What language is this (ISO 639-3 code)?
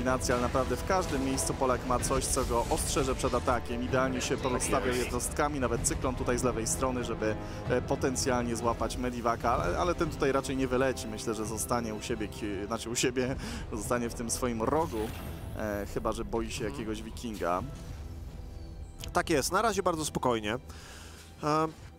pol